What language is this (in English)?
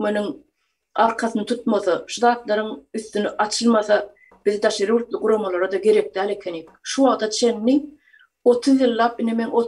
Turkmen